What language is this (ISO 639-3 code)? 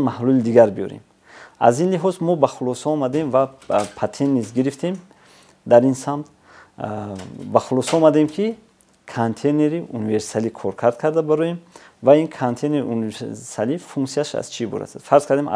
tgk